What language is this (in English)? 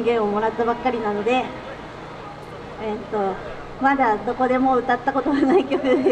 Japanese